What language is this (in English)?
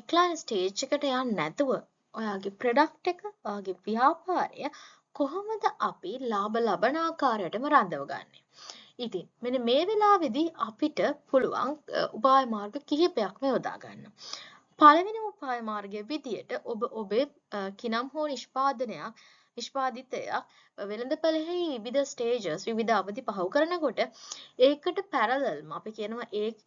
Sinhala